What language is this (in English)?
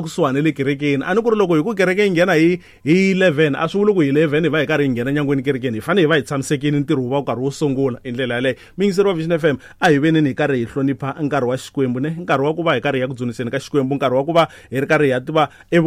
Tsonga